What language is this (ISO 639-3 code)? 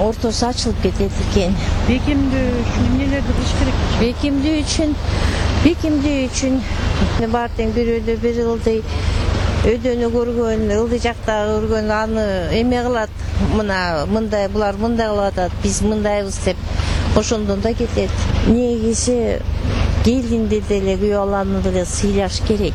kir